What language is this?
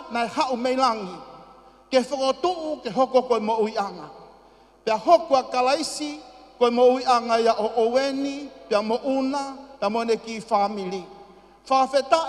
Tongan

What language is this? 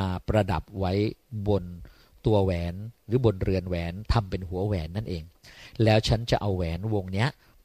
Thai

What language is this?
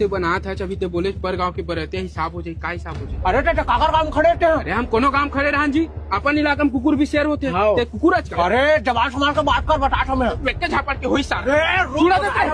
Chhattisgarhi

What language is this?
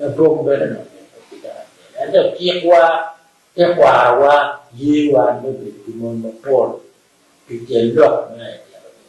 Acoli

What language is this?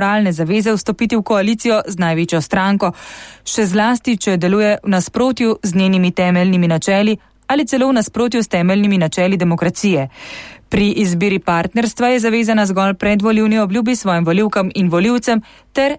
Slovenian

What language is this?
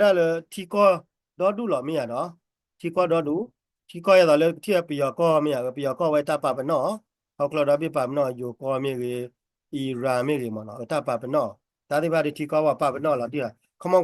S'gaw Karen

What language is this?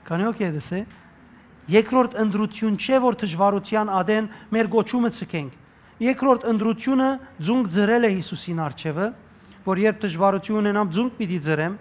Western Armenian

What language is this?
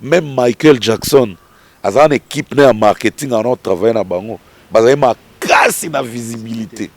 Lingala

